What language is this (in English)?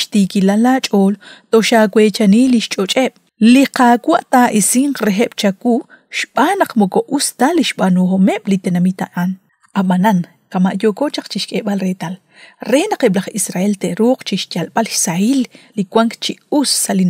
Kekchí